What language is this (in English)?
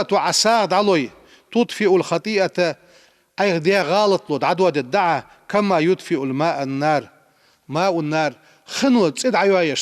Ingush